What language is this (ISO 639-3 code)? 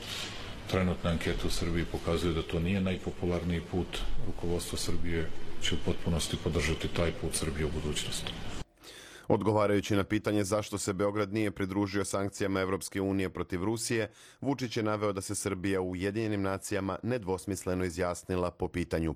srp